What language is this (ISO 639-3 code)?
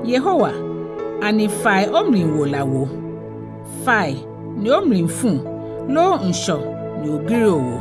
gaa